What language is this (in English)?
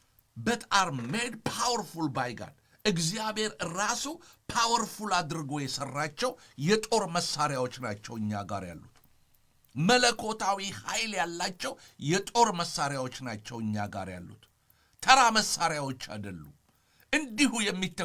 Amharic